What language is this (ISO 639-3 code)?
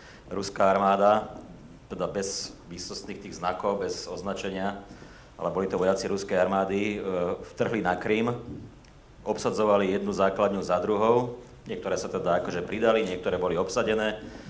slk